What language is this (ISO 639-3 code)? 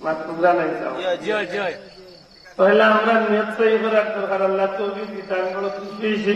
syl